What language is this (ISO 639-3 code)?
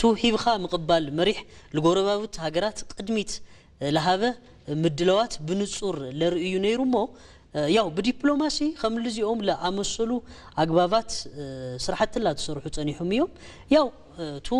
tir